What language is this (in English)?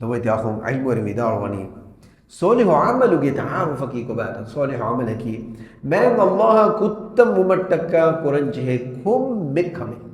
Divehi